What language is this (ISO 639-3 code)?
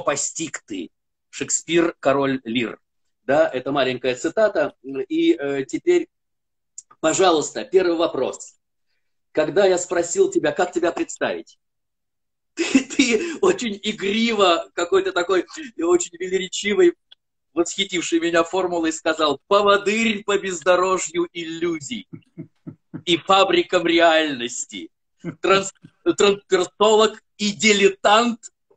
rus